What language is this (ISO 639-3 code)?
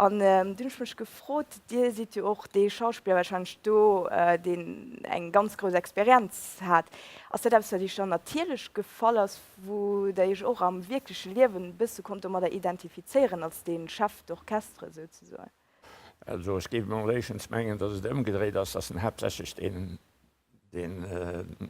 ltz